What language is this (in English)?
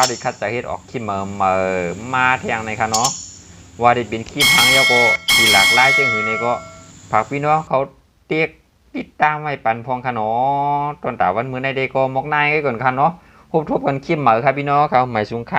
Shan